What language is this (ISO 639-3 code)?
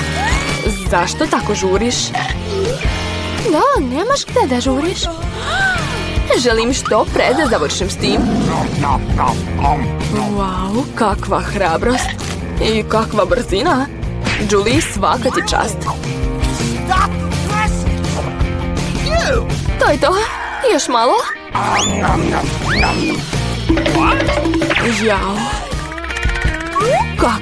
srp